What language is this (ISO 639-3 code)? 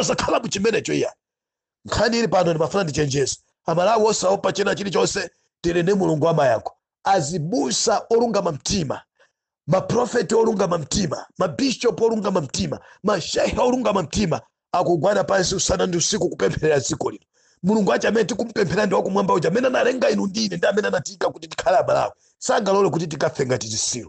nya